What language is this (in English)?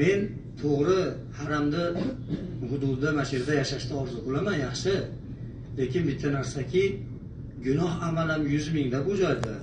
Uzbek